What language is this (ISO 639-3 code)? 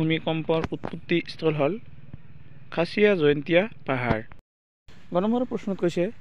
asm